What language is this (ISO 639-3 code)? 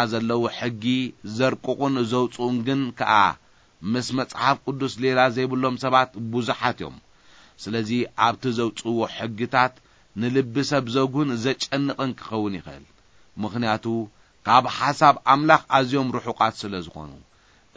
tir